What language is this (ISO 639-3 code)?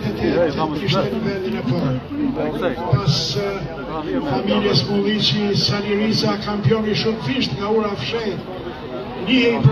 sqi